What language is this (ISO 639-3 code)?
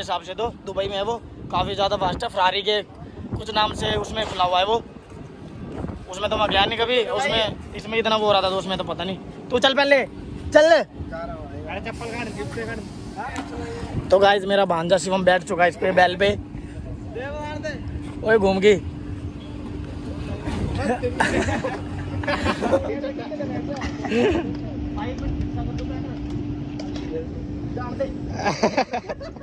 hin